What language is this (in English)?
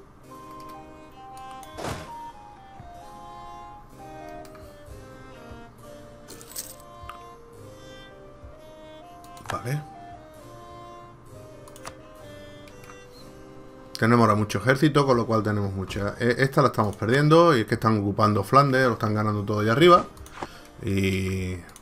Spanish